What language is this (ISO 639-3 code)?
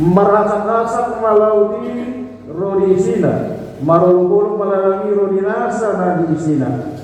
bbc